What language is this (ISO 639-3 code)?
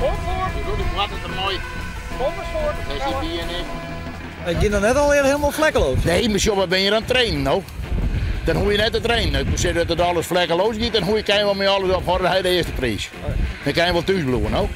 fry